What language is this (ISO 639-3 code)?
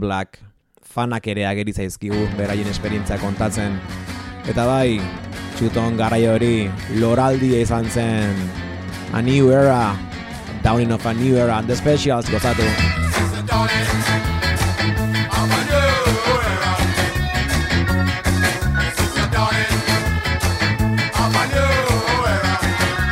eus